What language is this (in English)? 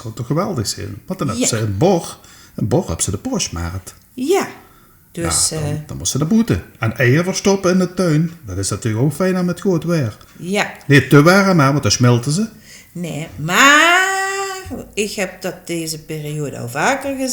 Limburgish